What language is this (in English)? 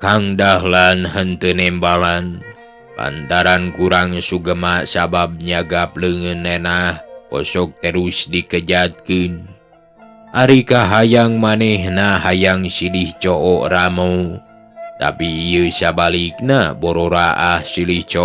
Sundanese